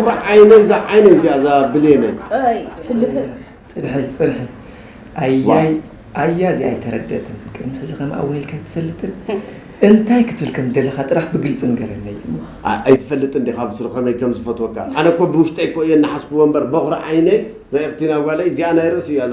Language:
Tigrinya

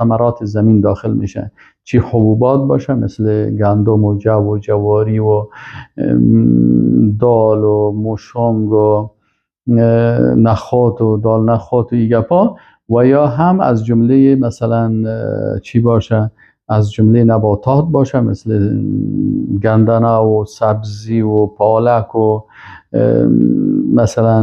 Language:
Persian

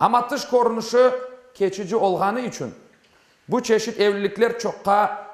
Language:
Crimean Tatar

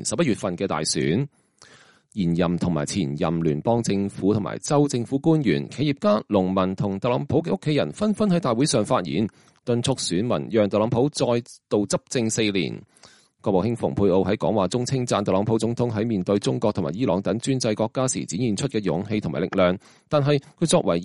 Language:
Cantonese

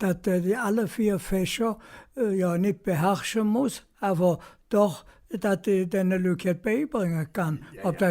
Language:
Colognian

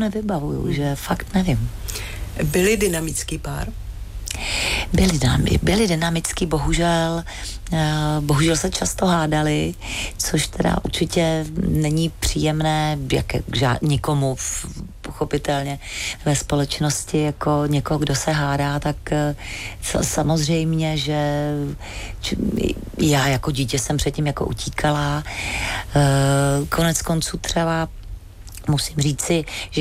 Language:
Czech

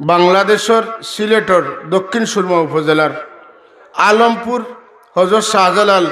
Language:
Sylheti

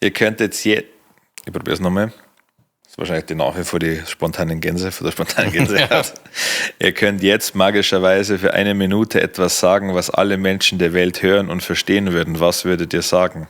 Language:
Bavarian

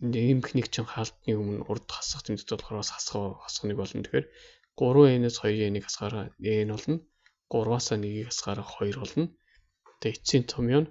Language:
Mongolian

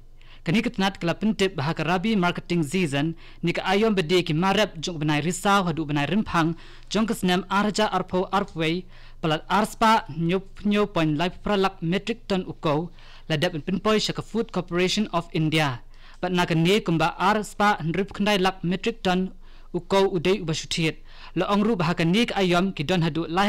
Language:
Khasi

